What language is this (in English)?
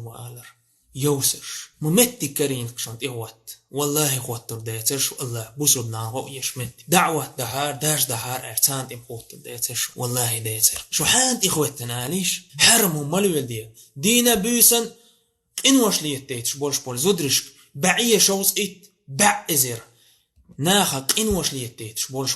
Chechen